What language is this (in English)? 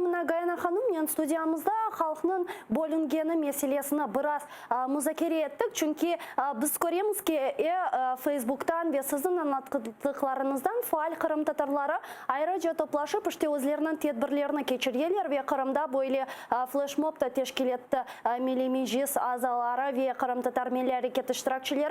Crimean Tatar